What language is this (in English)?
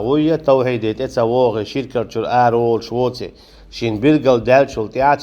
Chechen